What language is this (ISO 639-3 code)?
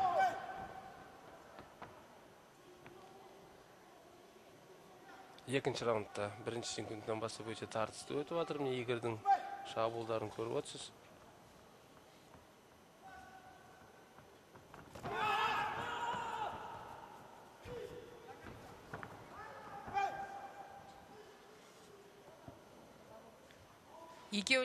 kaz